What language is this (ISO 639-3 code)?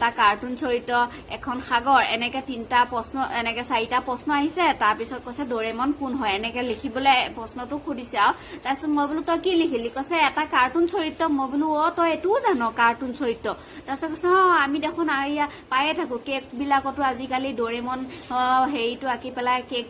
asm